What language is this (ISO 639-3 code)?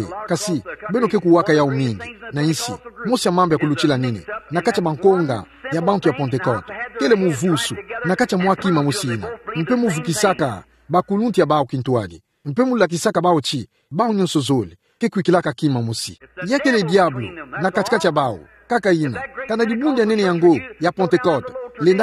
ktu